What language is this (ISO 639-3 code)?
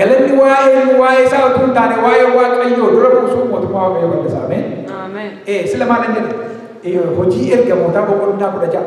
orm